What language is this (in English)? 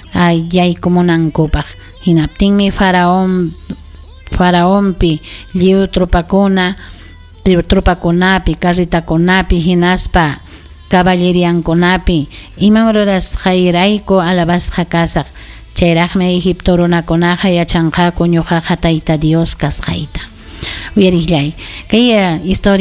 Ayacucho Quechua